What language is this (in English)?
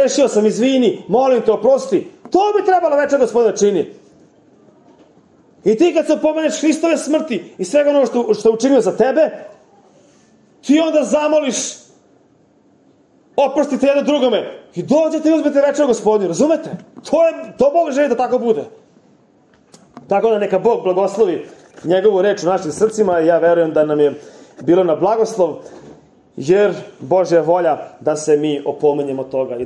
Serbian